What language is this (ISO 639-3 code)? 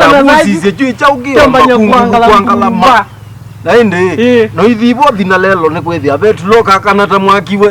kam